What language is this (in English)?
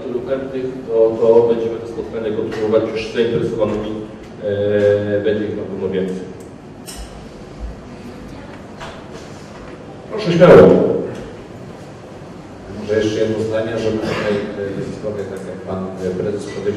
Polish